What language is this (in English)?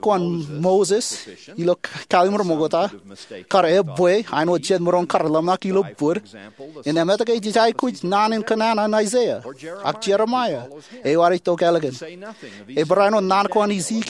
Marshallese